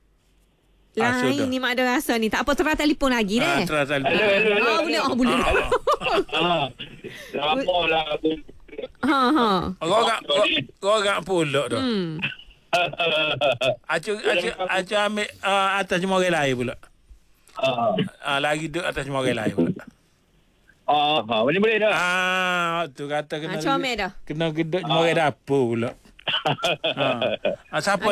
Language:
Malay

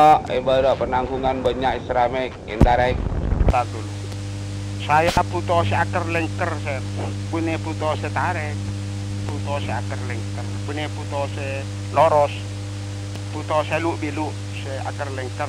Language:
Madurese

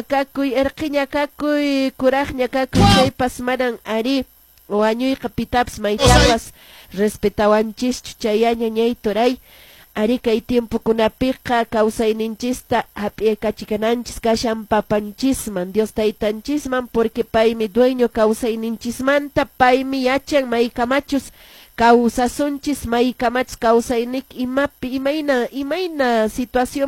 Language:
Quechua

